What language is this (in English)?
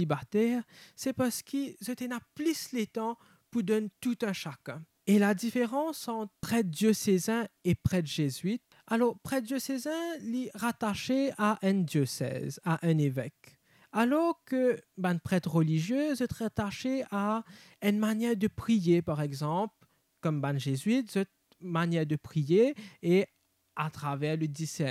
Morisyen